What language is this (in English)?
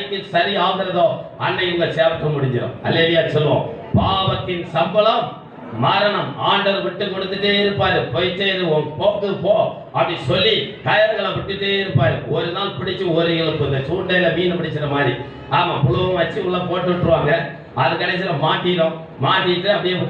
Tamil